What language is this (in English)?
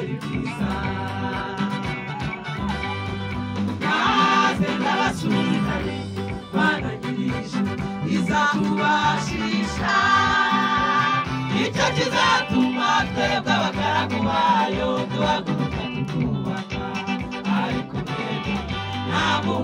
Kinyarwanda